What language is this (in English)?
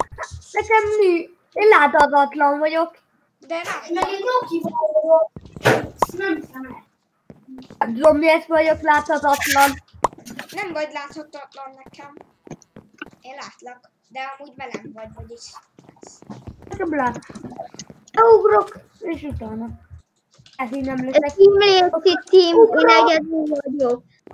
Hungarian